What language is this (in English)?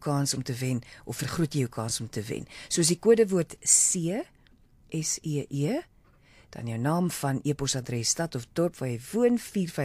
Afrikaans